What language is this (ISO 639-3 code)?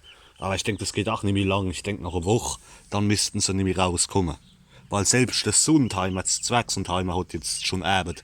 pfl